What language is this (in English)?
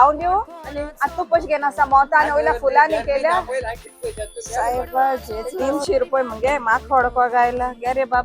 Konkani